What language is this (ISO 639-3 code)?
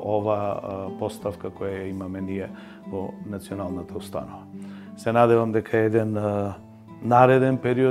mkd